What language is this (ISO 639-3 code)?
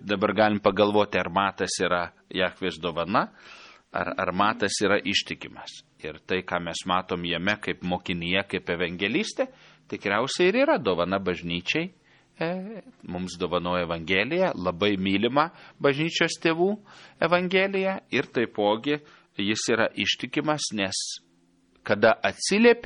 lit